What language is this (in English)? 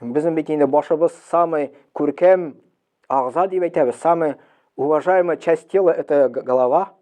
Tatar